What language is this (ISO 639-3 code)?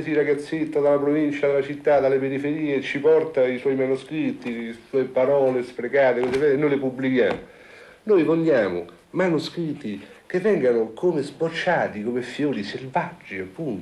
ita